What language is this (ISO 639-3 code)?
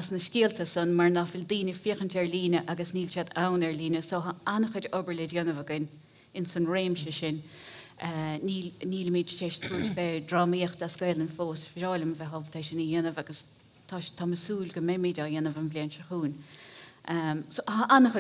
gle